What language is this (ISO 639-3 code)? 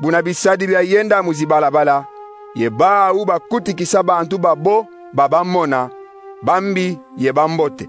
kon